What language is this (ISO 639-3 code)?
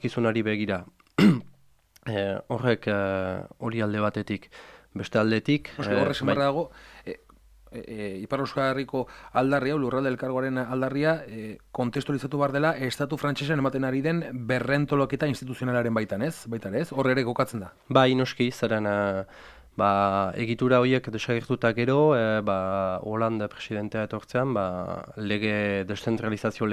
eus